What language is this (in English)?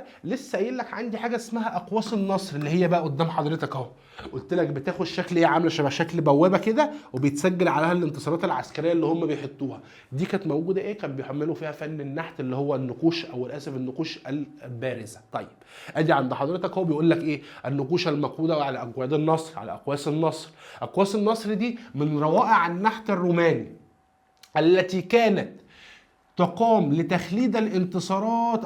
Egyptian Arabic